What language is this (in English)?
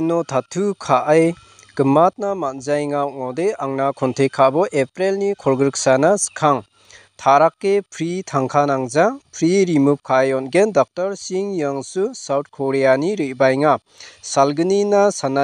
Garo